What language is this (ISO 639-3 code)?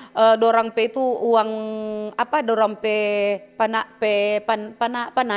xmm